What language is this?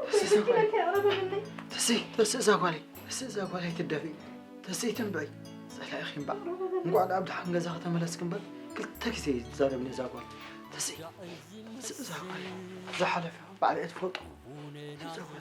Tigrinya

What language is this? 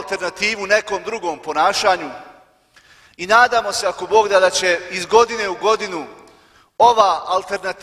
Bosnian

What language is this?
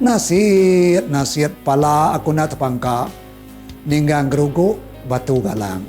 Iban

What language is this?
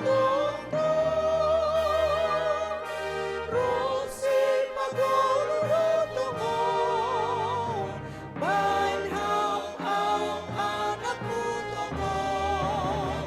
Batak Simalungun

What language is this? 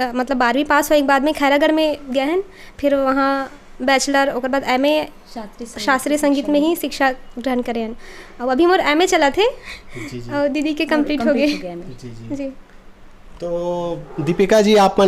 Chhattisgarhi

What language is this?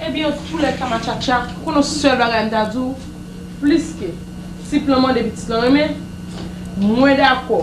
Haitian Creole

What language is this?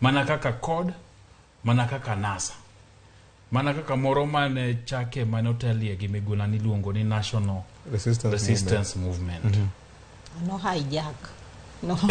Luo (Kenya and Tanzania)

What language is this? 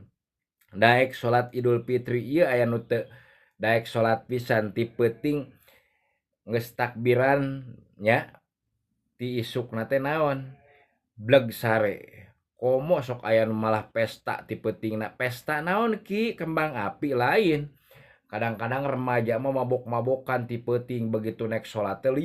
Sundanese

